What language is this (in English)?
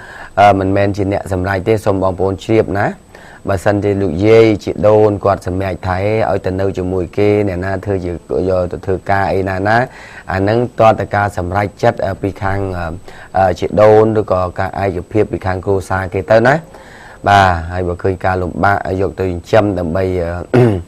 Khmer